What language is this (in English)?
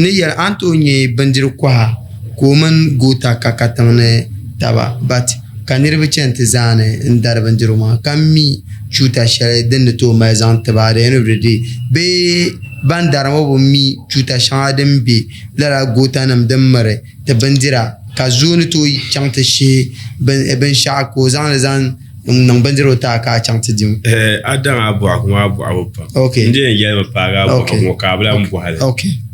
Dagbani